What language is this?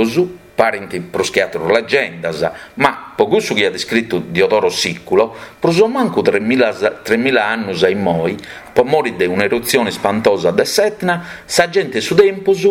Sardinian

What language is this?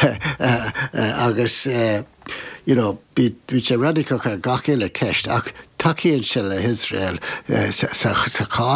Irish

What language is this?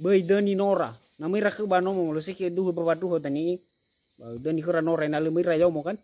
Nias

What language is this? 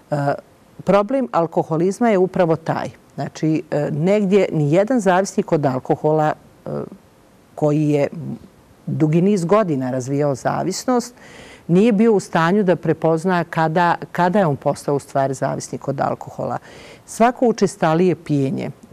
Bosnian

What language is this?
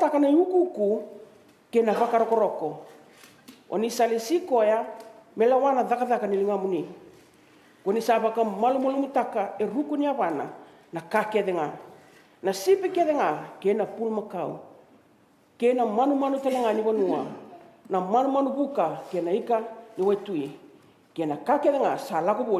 Fijian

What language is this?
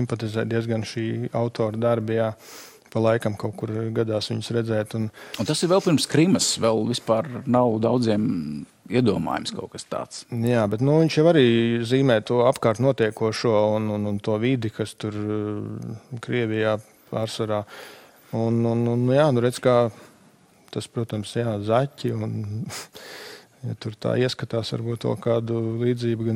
Latvian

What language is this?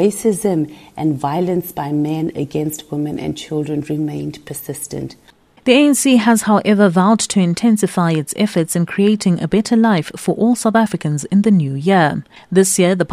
English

